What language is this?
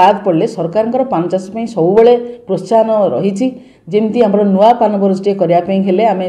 Odia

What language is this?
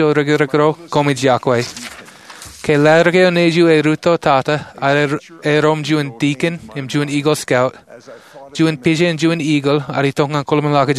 Marshallese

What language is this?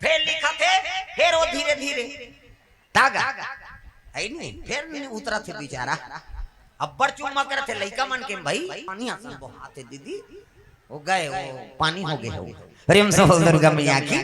Chhattisgarhi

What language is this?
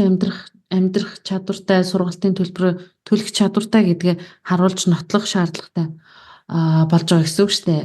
Mongolian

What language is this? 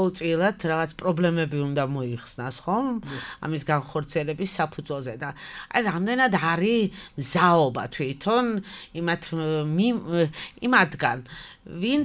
Georgian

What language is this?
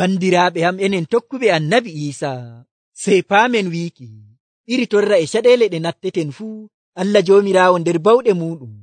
Nigerian Fulfulde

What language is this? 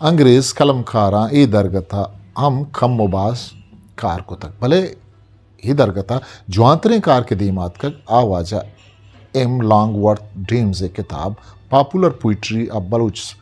Eastern Balochi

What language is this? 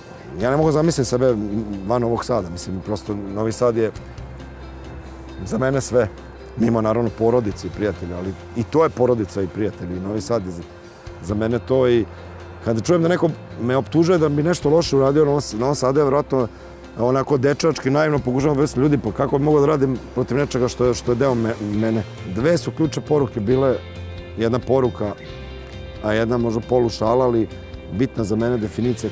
Serbian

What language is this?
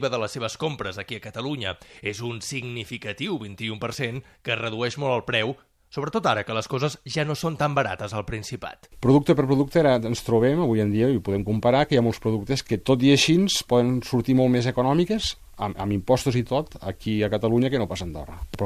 Catalan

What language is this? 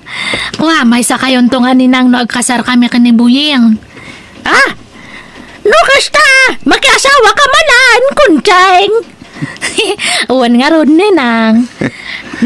Iloko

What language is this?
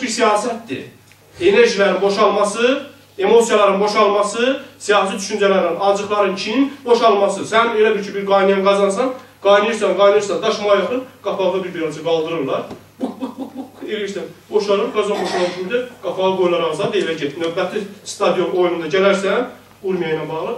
South Azerbaijani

